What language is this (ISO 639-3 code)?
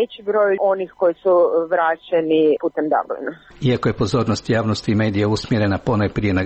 hrv